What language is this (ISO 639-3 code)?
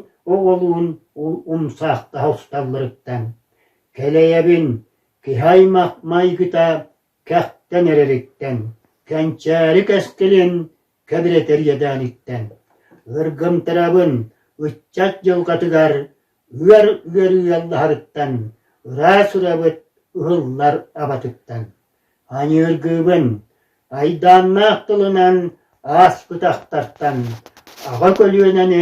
sah